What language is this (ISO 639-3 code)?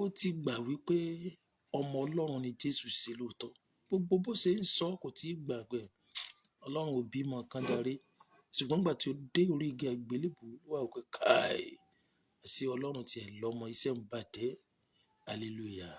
yor